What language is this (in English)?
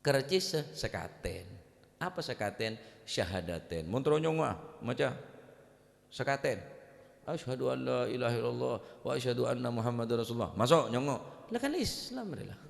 Madurese